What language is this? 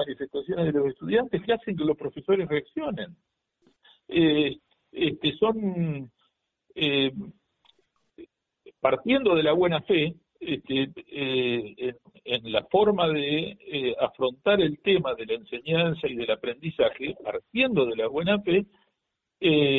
Spanish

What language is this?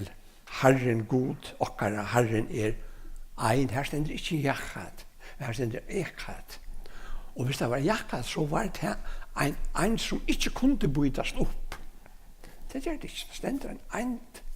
Faroese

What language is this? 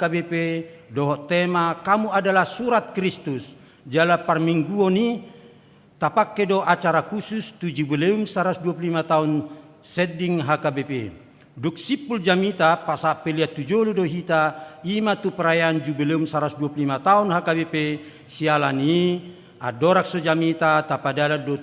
Batak Toba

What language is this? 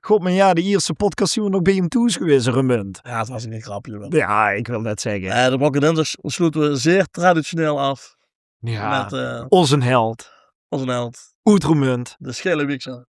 Limburgish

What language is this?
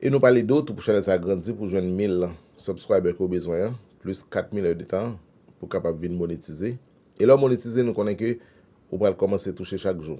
Haitian Creole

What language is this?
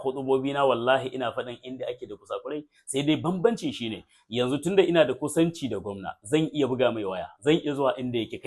Hausa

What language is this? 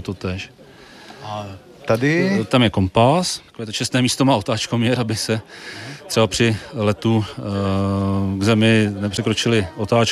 Czech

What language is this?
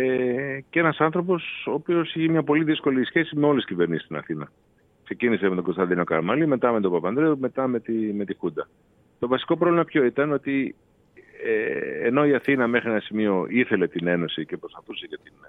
Greek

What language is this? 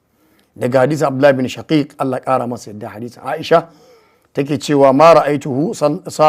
Hausa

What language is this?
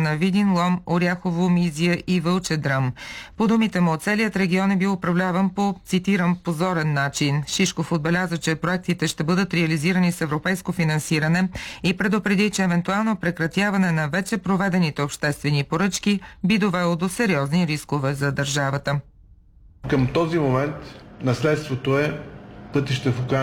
Bulgarian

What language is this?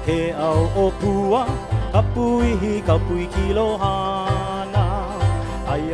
Hawaiian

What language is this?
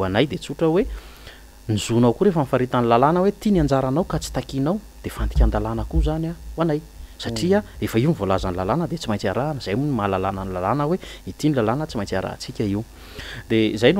Malagasy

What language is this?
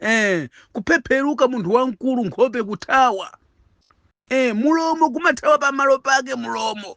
Nyanja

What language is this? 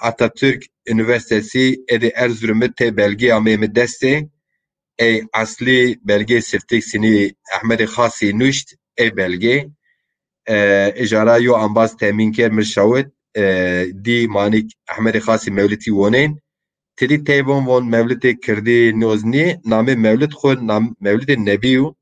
Zaza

